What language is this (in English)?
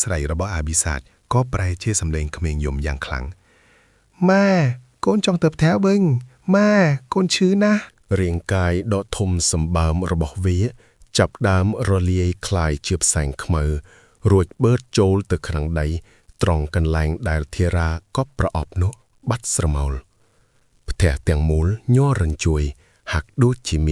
Khmer